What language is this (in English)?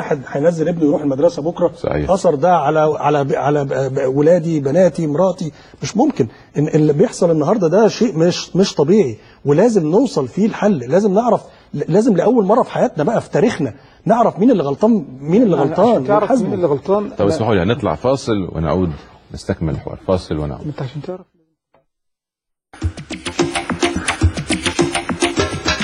Egyptian Arabic